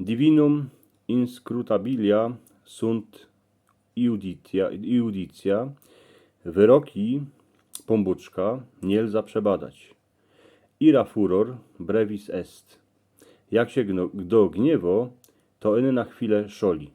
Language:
Silesian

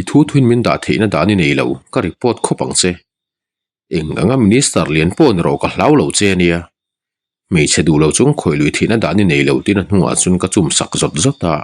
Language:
Mizo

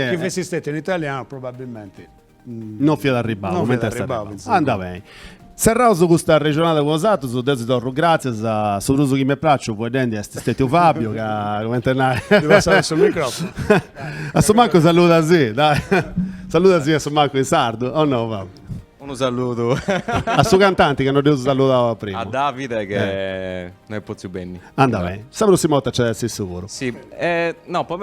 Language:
Sardinian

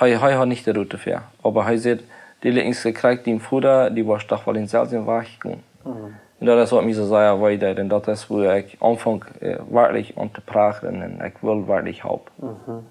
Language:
Plautdietsch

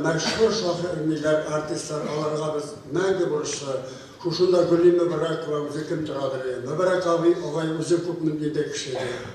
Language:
Bashkir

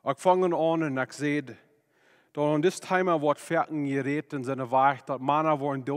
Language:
Plautdietsch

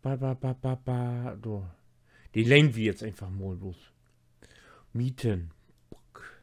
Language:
Low German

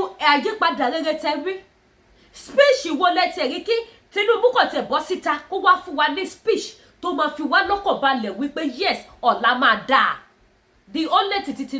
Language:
Yoruba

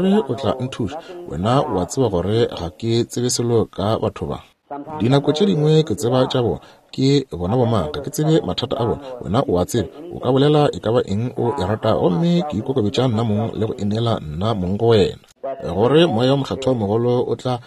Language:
Northern Sotho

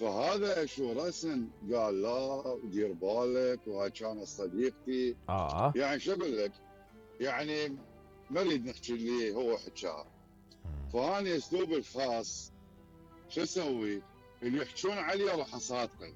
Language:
Mesopotamian Arabic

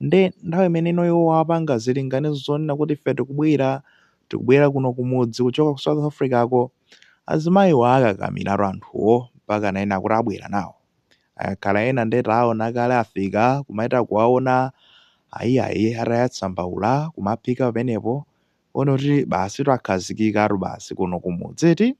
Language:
Nyanja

